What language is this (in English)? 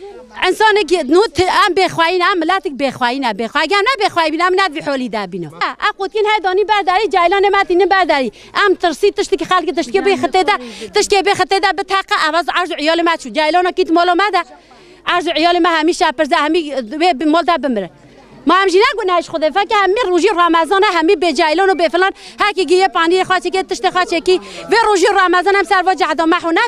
Kurdish